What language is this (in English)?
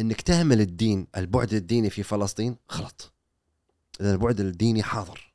Gulf Arabic